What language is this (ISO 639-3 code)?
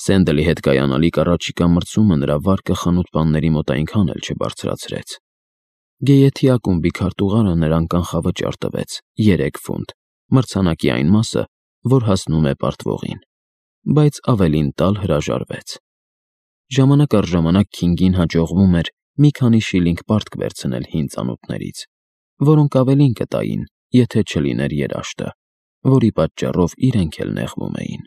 hye